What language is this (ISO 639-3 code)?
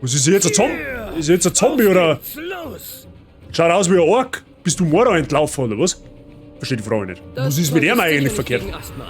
bar